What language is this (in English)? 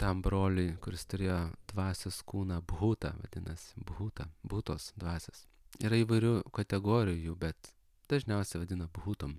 Lithuanian